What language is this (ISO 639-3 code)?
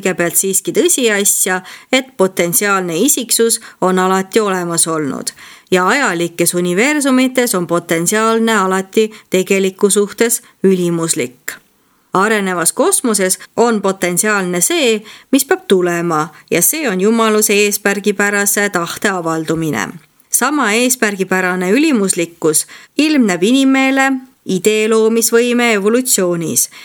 est